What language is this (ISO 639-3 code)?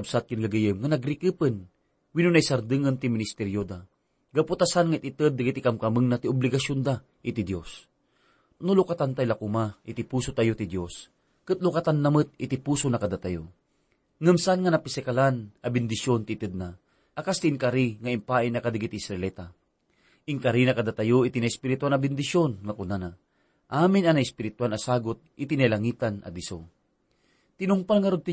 ilo